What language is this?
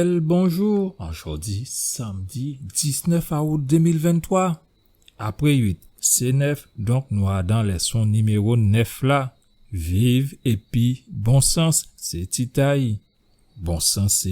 Guadeloupean Creole French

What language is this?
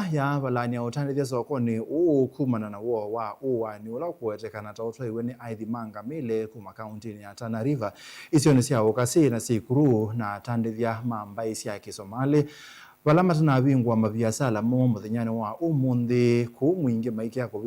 Kamba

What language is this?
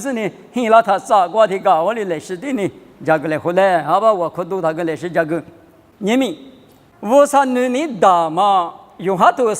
Lisu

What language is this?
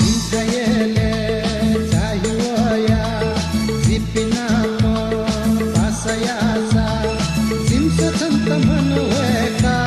Newari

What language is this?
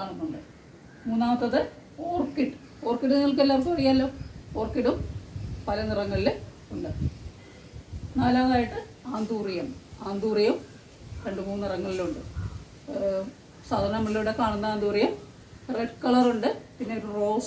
Malayalam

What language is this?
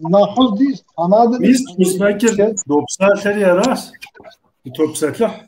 Kabardian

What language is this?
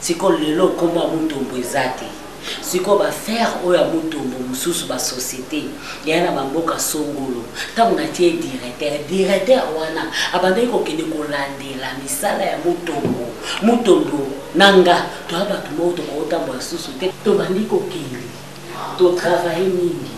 Lingala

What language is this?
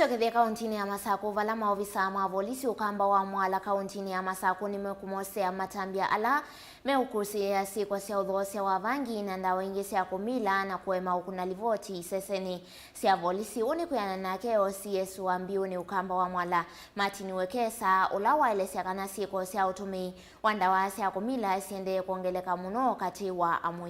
Kamba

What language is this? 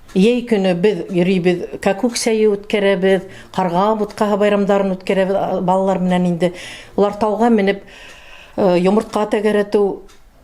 Bashkir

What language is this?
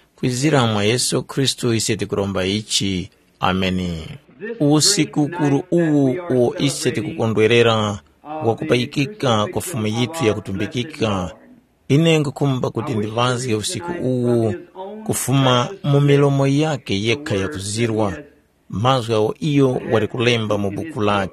Tumbuka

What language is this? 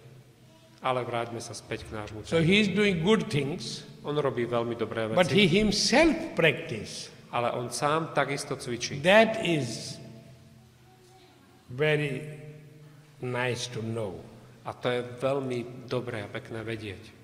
Slovak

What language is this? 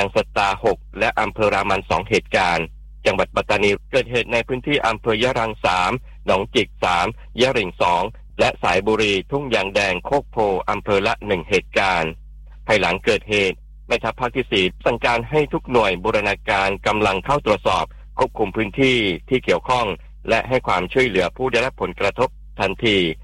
Thai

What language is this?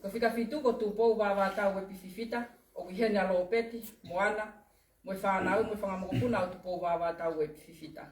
Tongan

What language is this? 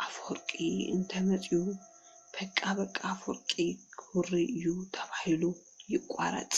Tigrinya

